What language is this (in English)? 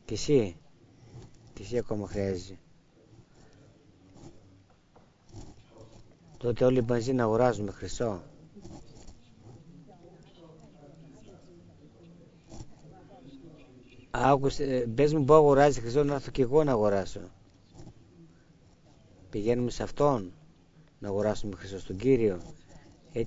Greek